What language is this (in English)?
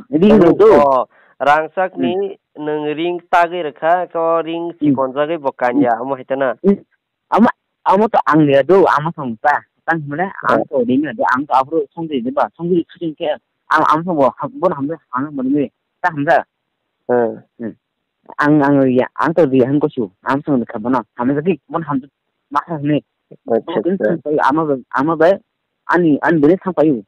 Kok Borok